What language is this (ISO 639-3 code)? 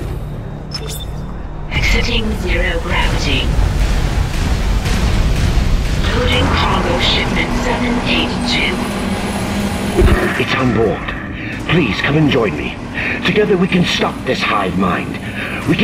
eng